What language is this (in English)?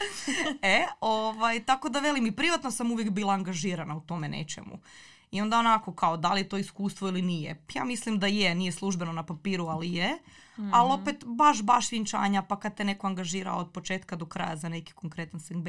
Croatian